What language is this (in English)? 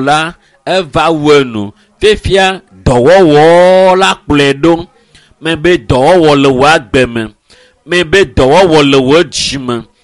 Ewe